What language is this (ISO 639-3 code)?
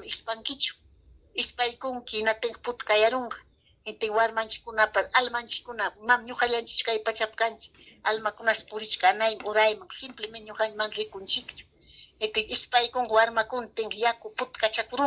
quy